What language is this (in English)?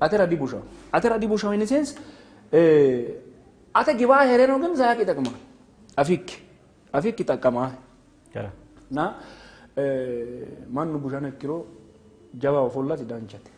Sidamo